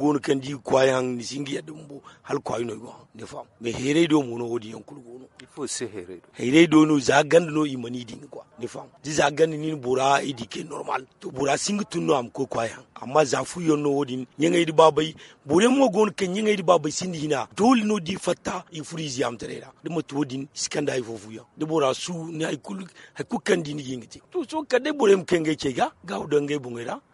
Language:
Zarma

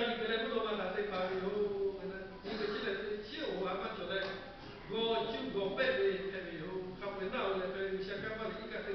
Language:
Lahu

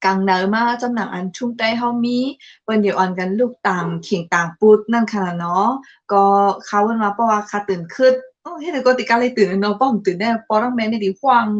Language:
Shan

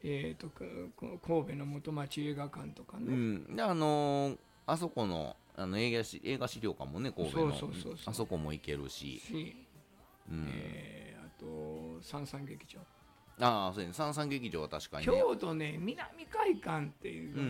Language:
Japanese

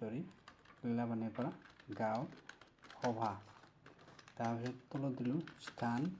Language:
Assamese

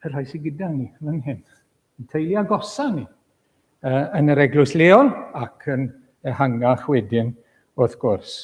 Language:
Welsh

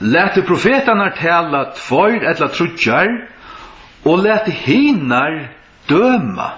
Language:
Faroese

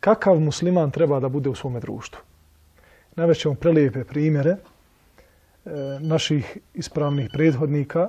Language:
Bosnian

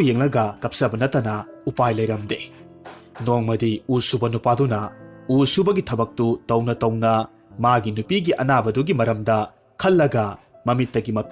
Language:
Manipuri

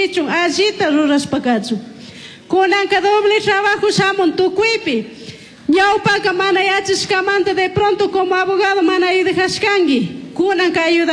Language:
Chimborazo Highland Quichua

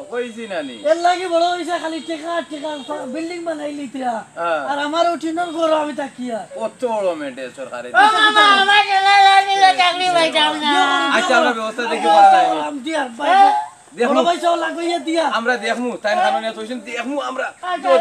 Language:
Sylheti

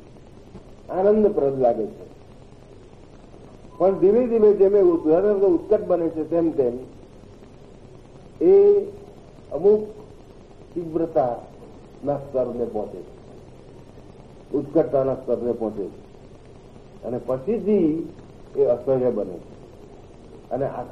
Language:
Gujarati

